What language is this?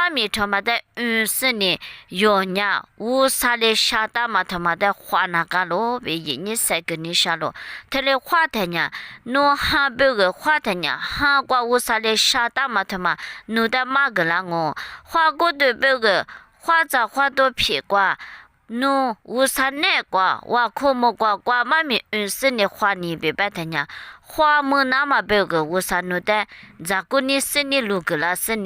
Lisu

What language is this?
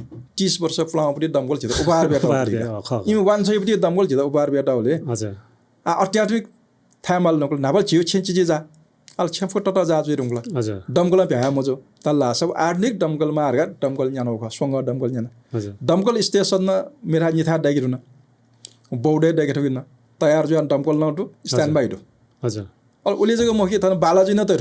Newari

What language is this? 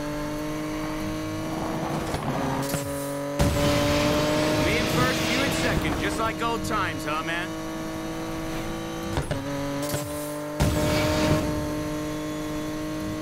English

